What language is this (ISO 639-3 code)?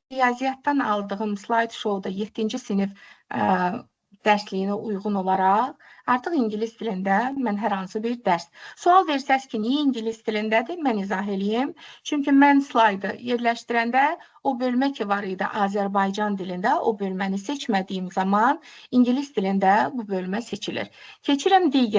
aze